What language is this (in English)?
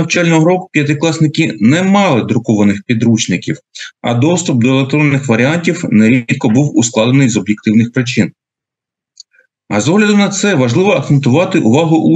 Ukrainian